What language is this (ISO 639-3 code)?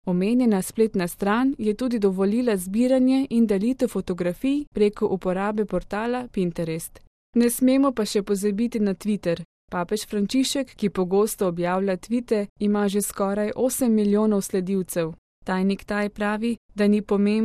slv